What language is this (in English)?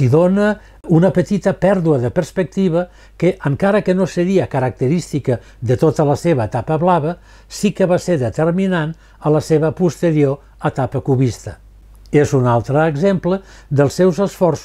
Catalan